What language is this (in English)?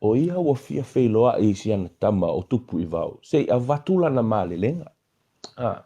Samoan